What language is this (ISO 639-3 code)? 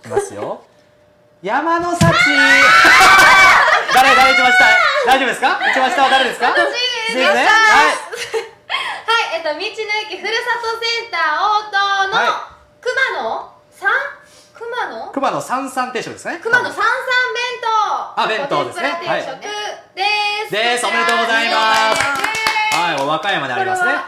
jpn